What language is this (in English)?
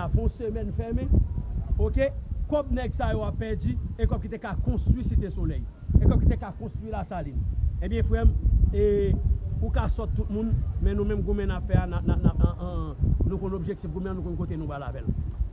Haitian Creole